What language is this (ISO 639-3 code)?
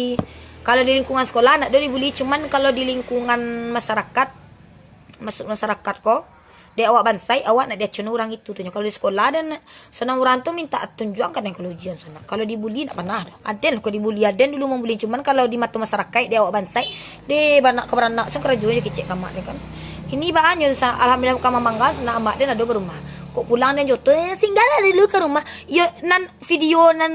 min